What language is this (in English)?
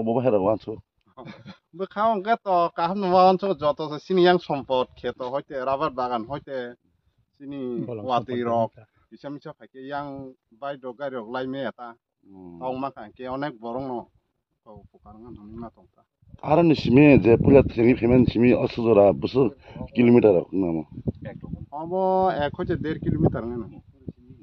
Kok Borok